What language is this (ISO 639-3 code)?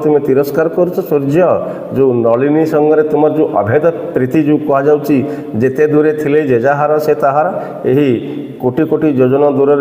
ori